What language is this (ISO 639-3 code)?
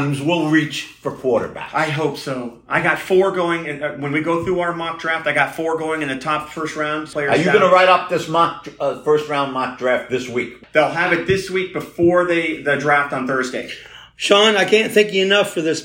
eng